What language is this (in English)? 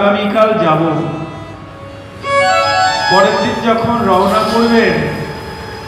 Bangla